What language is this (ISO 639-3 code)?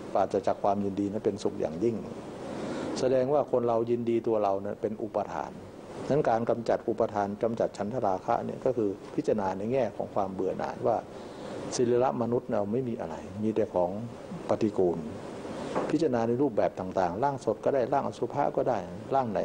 tha